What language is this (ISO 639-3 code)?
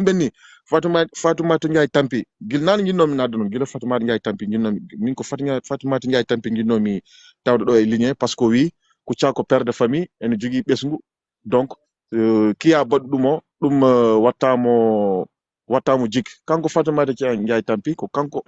ful